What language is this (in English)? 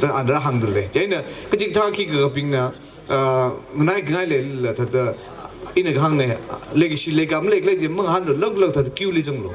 Tangkhul Naga (India)